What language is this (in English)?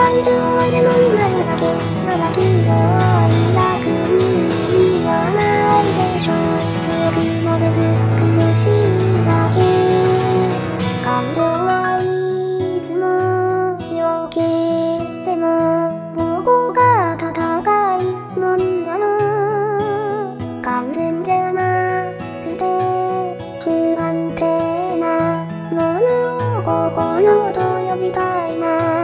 Japanese